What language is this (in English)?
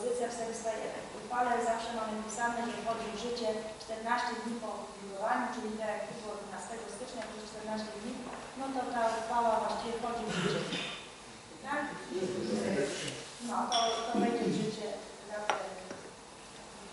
Polish